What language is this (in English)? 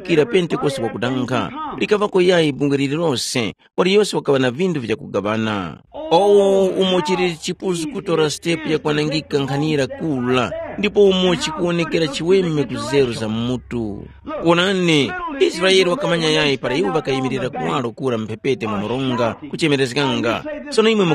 Tumbuka